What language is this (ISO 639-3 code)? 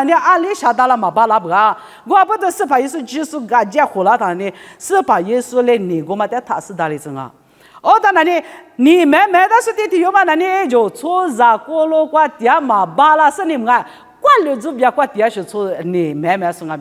lis